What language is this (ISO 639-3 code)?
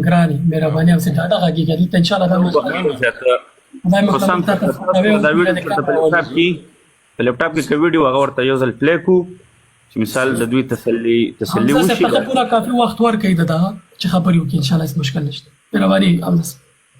pus